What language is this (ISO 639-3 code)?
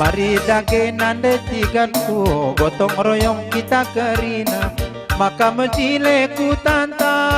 btx